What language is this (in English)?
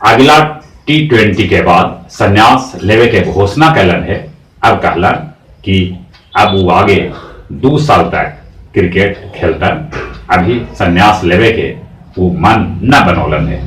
Magahi